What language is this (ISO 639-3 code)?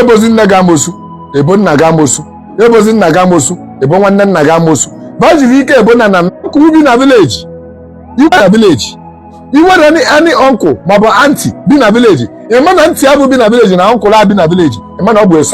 ibo